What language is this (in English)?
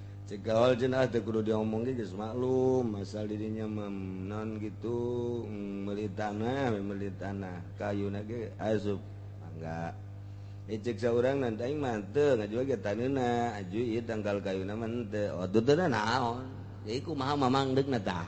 Sundanese